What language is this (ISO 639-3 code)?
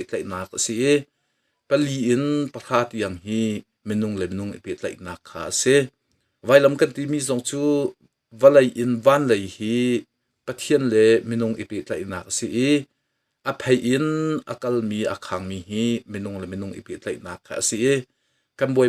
cnh